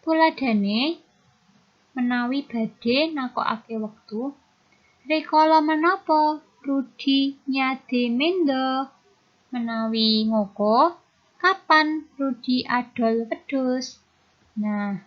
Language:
Javanese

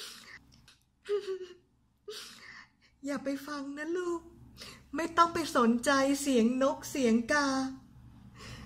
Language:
Thai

